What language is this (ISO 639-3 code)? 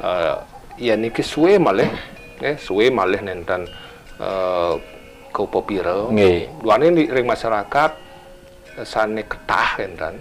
ban